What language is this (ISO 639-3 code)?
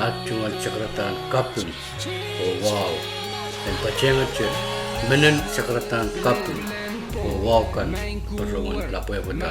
pon